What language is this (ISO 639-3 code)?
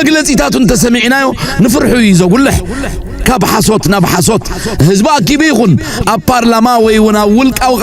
tir